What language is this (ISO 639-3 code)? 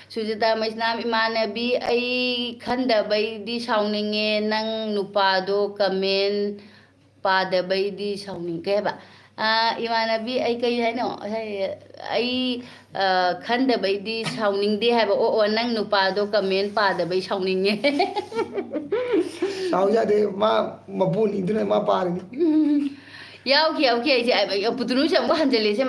mni